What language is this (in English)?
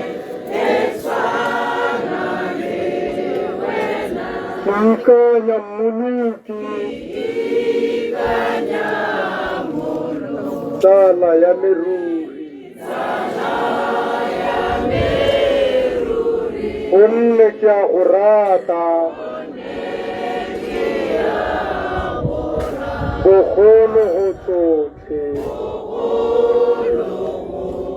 Tswana